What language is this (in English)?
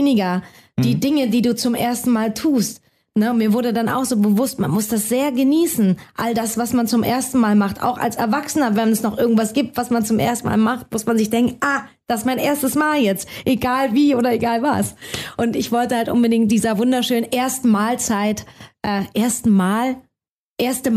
German